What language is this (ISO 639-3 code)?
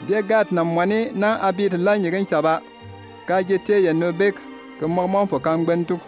bim